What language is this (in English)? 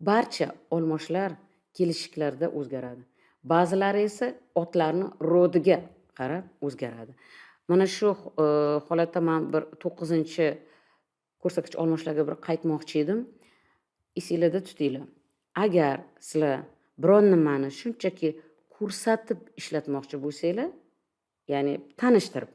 Uzbek